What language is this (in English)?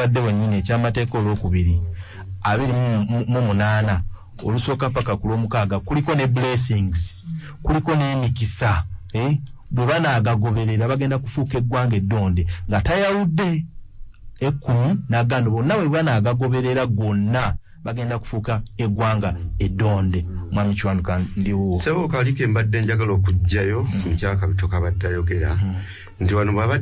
Ganda